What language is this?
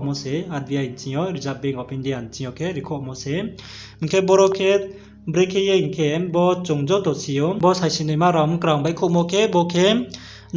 Riang (India)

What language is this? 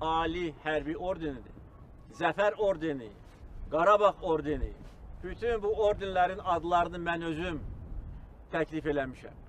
Azerbaijani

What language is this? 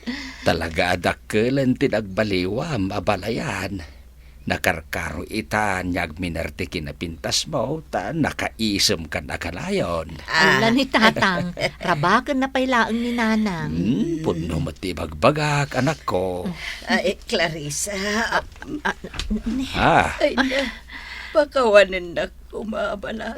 Iloko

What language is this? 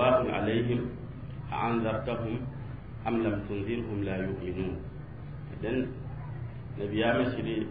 Mossi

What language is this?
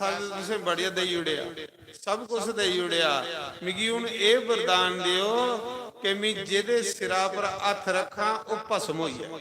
Dogri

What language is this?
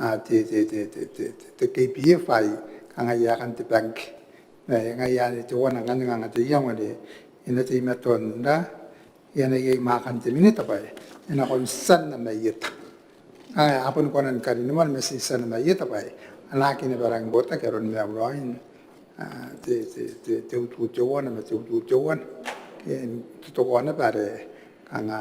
Gilbertese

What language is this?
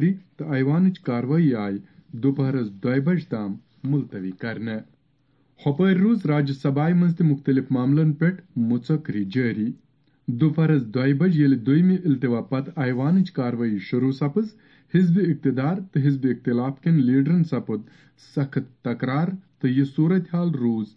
Kashmiri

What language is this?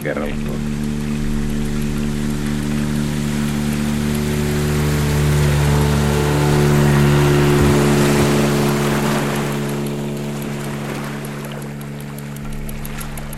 Finnish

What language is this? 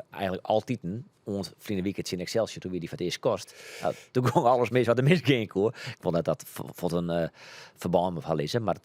Western Frisian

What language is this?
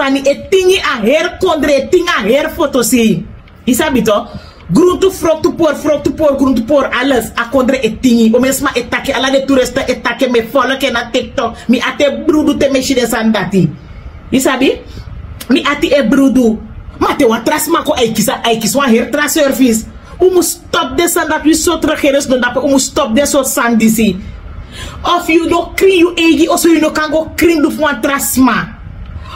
Sranan Tongo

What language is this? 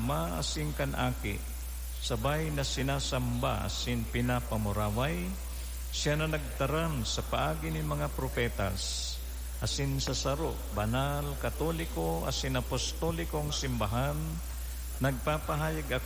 Bikol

